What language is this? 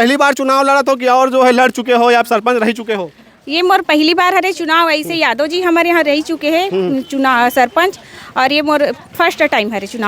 Chhattisgarhi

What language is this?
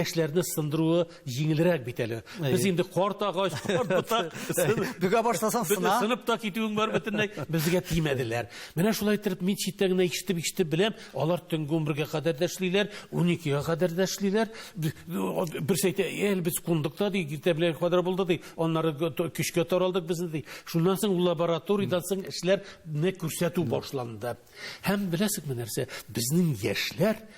Tatar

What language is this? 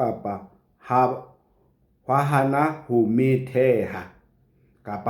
Southern Sotho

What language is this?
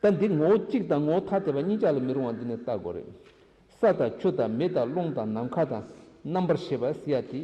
Tibetan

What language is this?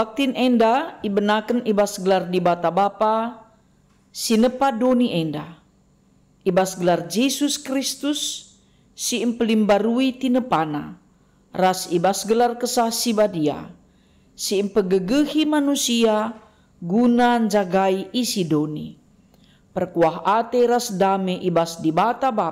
Batak Karo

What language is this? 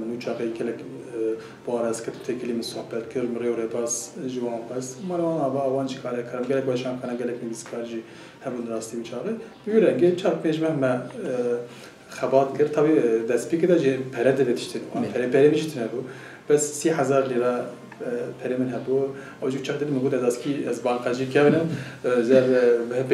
Kurdish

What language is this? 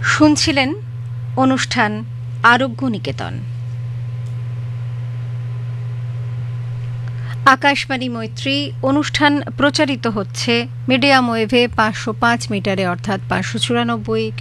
Bangla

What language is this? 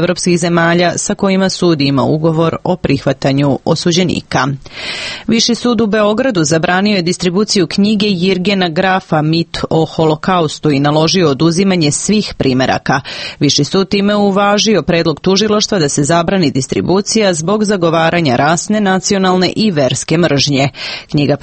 Serbian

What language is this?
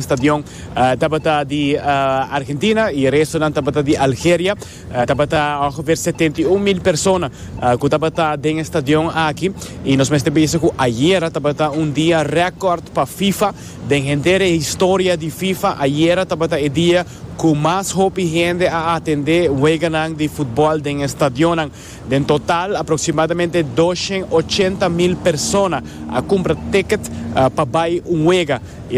Papiamento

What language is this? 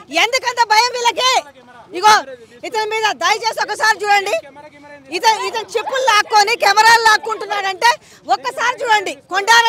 Telugu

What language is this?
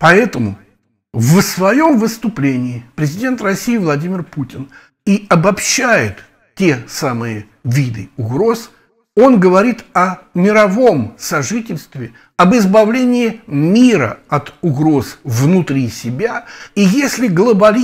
Russian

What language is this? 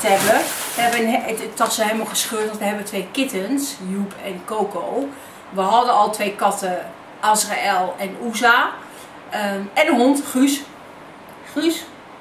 Dutch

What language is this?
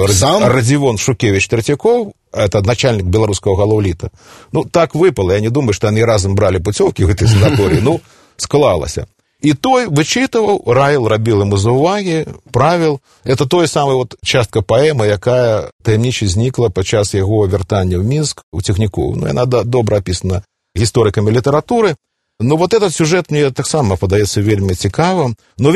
Belarusian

